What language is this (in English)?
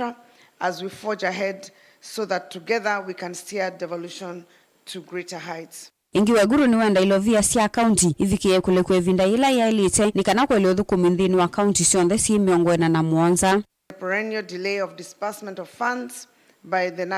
Kamba